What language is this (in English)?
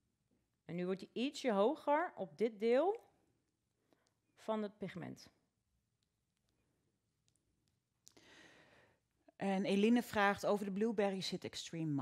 Dutch